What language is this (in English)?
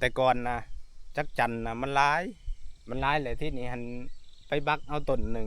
Northeastern Thai